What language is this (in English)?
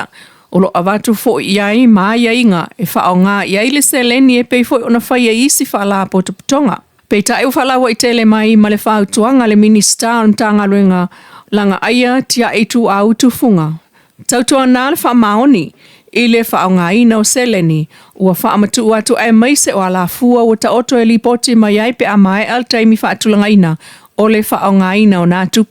Samoan